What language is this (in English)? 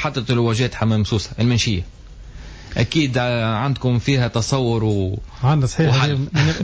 Tunisian Arabic